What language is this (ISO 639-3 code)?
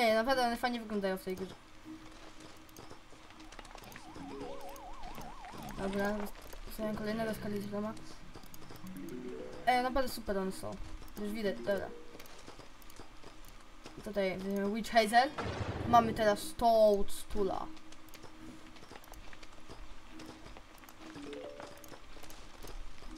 pol